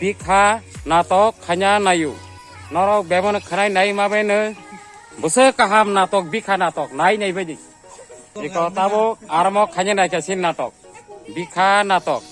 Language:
Kok Borok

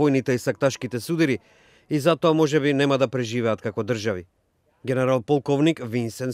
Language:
Macedonian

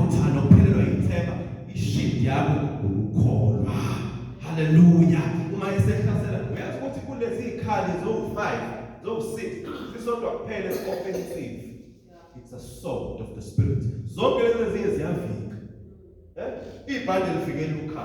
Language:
Zulu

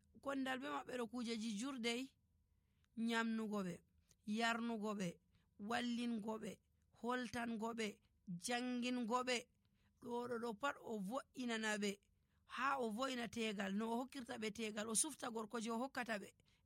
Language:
Nigerian Fulfulde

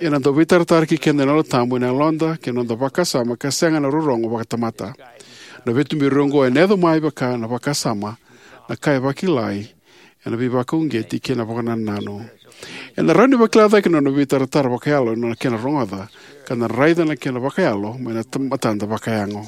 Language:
Fijian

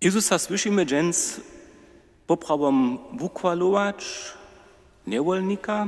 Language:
Upper Sorbian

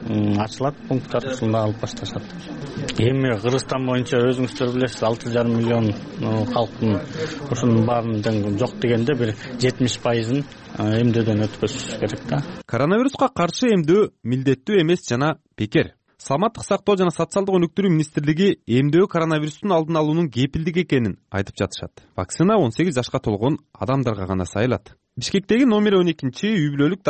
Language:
Kyrgyz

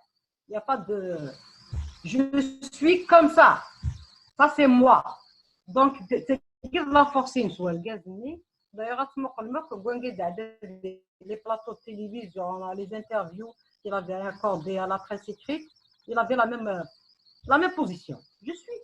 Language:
Kabyle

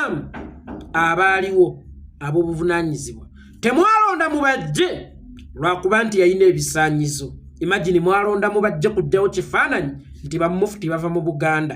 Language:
Ganda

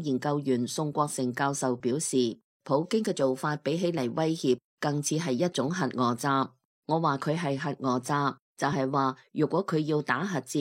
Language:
Cantonese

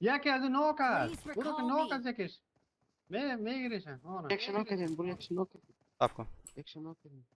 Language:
Persian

